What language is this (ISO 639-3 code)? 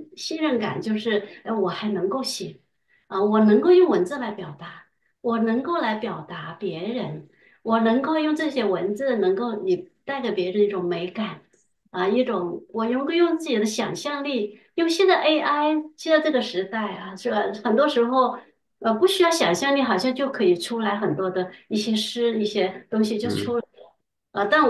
zho